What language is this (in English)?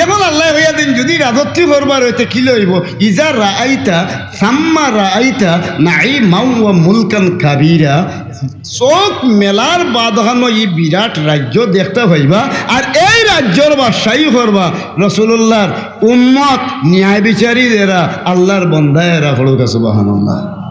Sylheti